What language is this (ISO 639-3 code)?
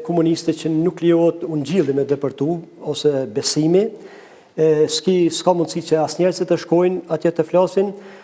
sqi